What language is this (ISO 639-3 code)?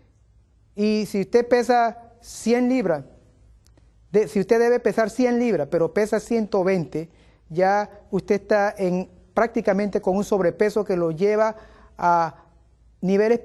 spa